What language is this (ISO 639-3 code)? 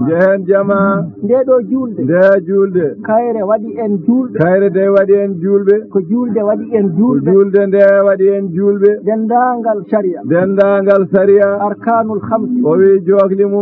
ful